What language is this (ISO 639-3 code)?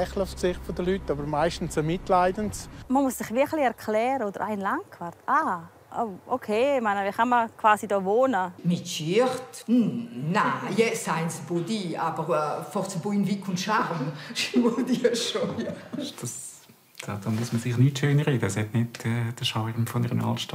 roh